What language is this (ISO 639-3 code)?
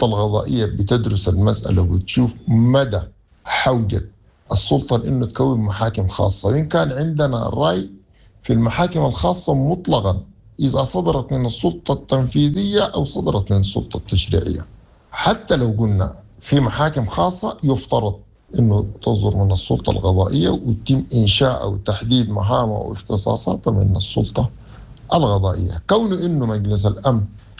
apd